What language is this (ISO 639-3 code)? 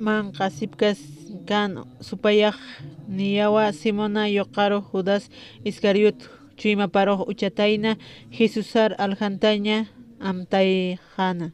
aym